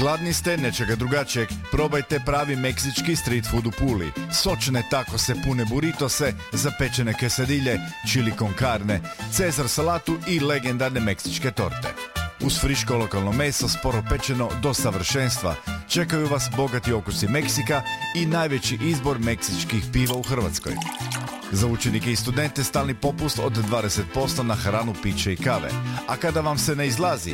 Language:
Croatian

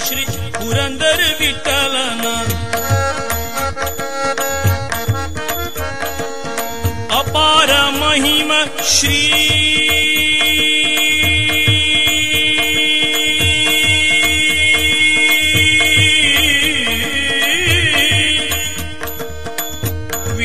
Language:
Kannada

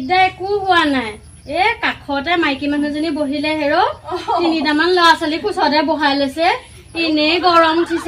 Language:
Assamese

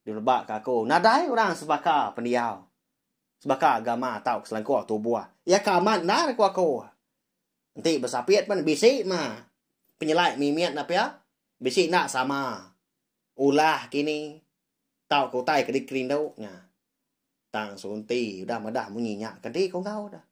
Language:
Iban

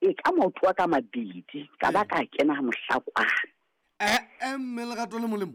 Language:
Southern Sotho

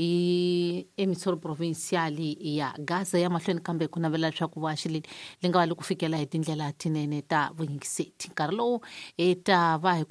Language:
Tsonga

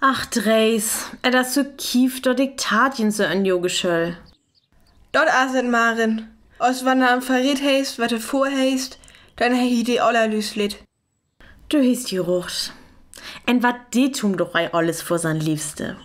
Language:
Northern Frisian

